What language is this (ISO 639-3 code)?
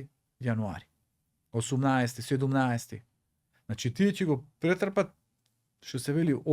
mkd